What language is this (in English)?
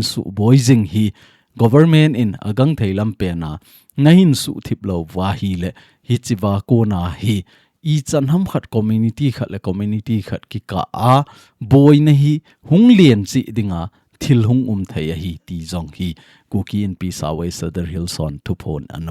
Thado Chin